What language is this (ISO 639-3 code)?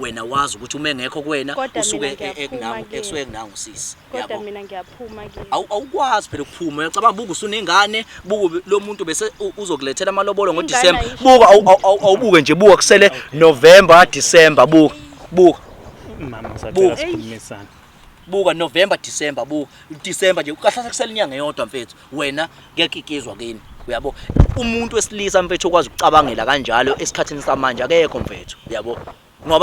zul